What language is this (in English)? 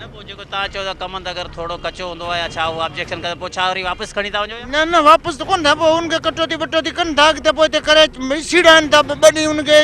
Sindhi